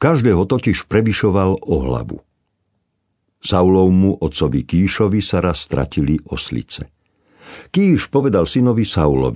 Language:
Slovak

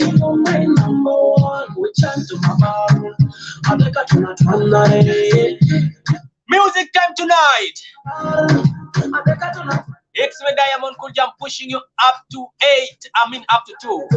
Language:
Kumam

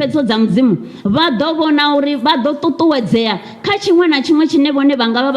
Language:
Venda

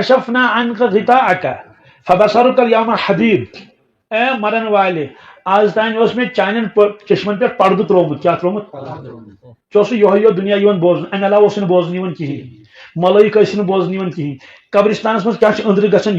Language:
Kashmiri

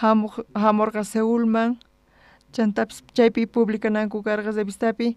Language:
South Bolivian Quechua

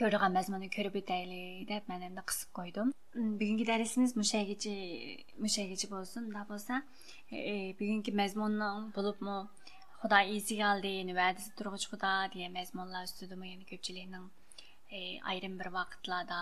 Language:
Uyghur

